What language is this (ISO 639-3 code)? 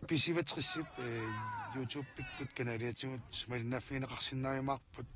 kal